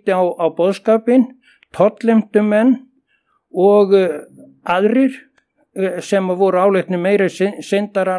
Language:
Icelandic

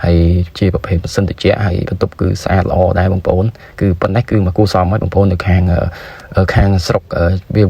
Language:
Khmer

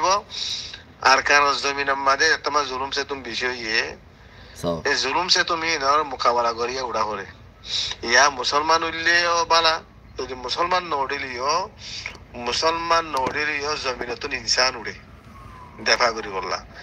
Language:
Rohingya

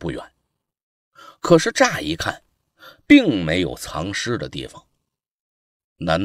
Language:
Chinese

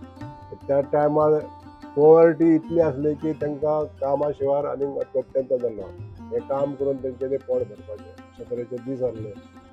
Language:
Konkani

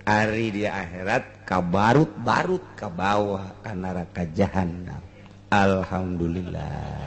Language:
Sundanese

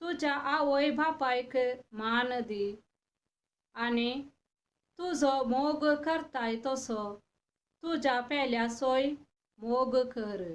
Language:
Konkani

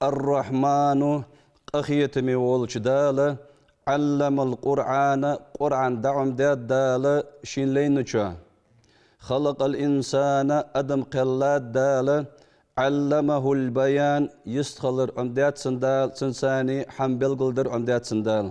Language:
Ingush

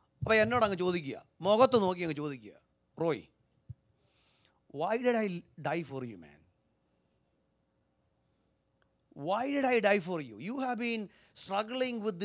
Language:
Malayalam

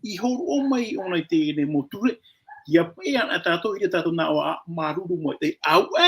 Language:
Tahitian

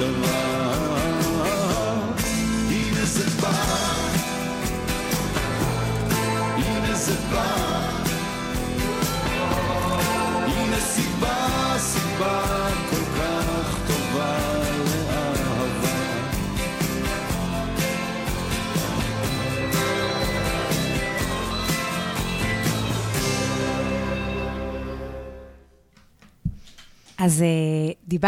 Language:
Hebrew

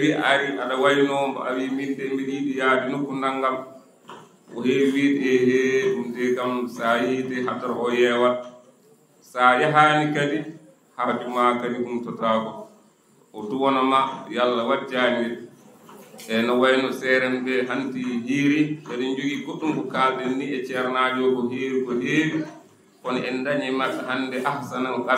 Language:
Fula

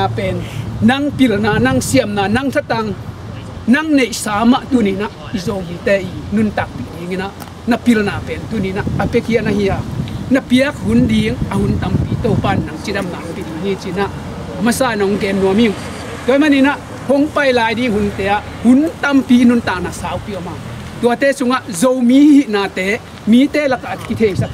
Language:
Tedim Chin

